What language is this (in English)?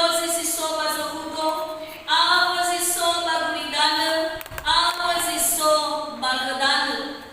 Nias